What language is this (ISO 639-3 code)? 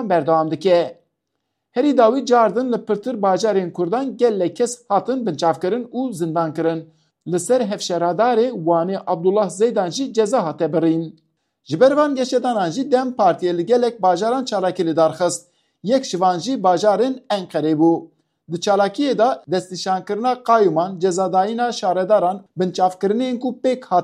kur